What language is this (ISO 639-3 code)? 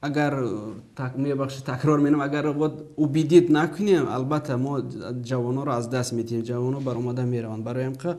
tgk